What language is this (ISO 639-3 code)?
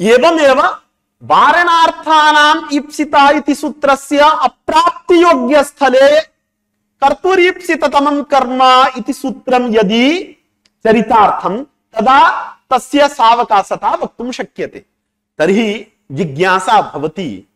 san